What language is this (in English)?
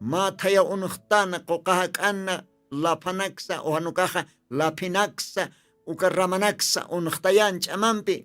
Aymara